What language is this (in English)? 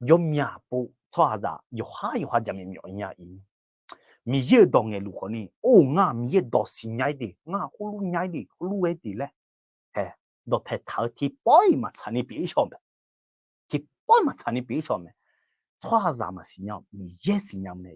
Akha